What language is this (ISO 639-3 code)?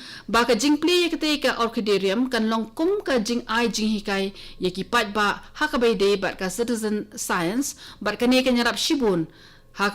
kha